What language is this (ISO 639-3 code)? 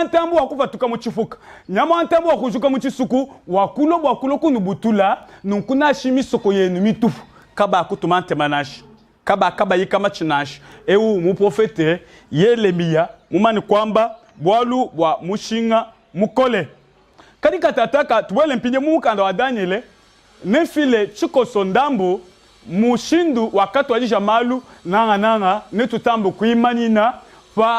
lua